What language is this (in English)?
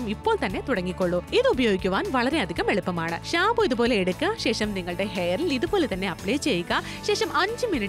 Malayalam